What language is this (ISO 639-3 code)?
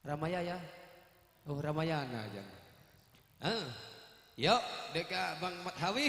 mad